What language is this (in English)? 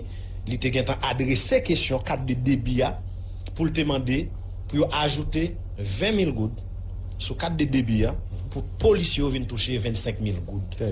Haitian Creole